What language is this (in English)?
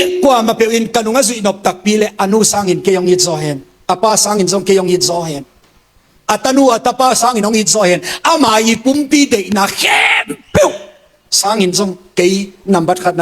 Tedim Chin